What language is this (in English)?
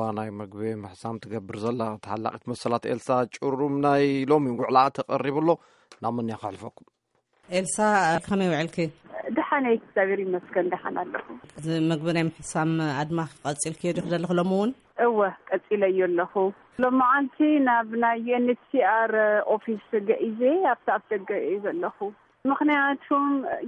Tigrinya